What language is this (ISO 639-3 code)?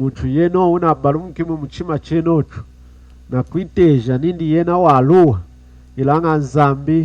lun